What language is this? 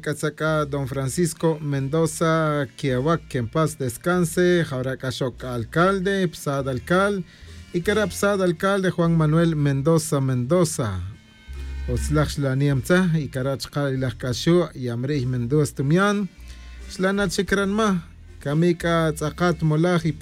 Tz'utujil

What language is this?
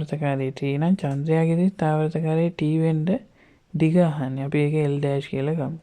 Sinhala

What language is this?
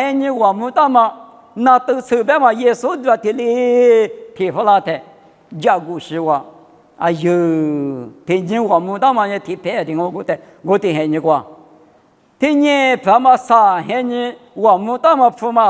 Lisu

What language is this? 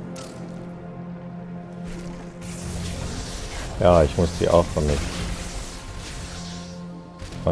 German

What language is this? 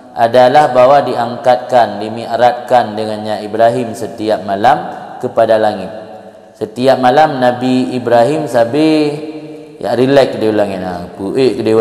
Achinese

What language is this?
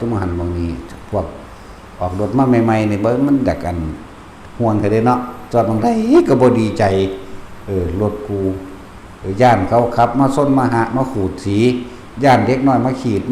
Northeastern Thai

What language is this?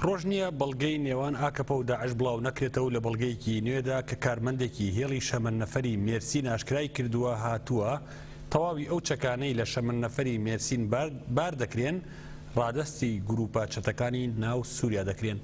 Central Kurdish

